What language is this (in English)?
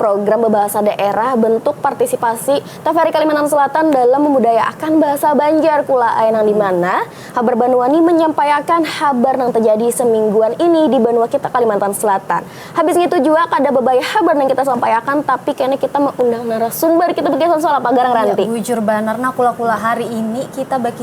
Banjar